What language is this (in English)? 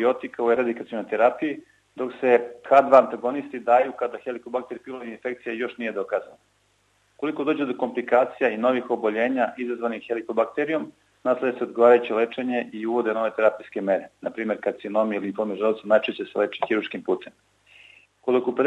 Serbian